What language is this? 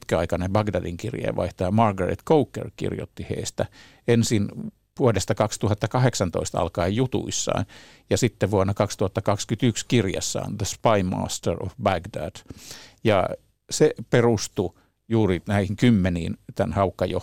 Finnish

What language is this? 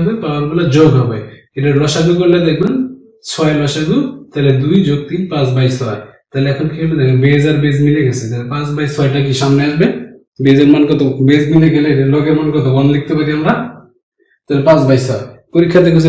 Bangla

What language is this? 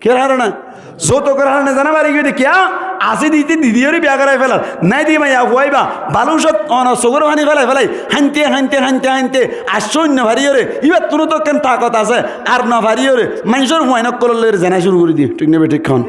Rohingya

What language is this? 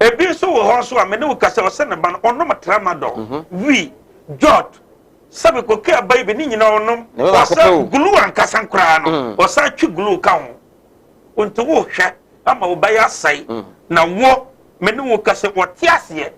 Akan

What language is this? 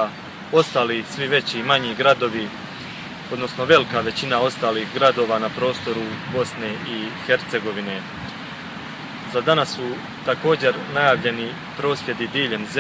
Croatian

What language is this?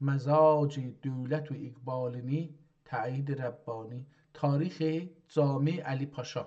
South Azerbaijani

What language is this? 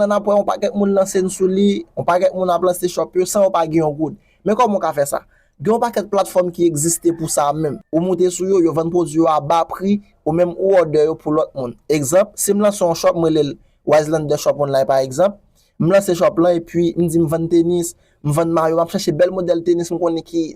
Haitian Creole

